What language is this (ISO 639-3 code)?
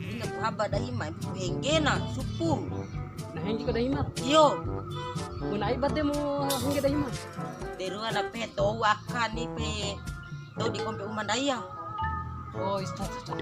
bhp